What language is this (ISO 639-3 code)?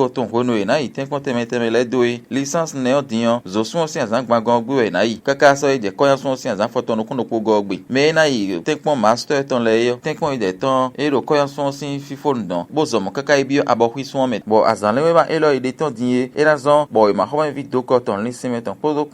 fon